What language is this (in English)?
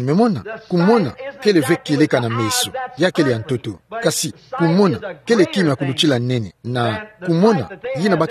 Kituba (Democratic Republic of Congo)